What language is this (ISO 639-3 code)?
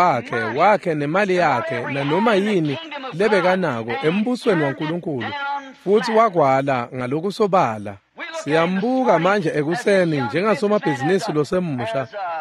ssw